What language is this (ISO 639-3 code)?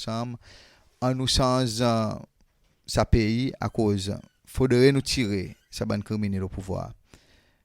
crs